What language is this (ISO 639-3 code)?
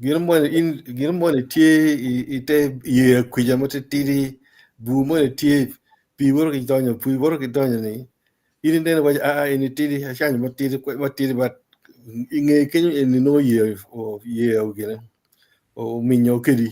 ach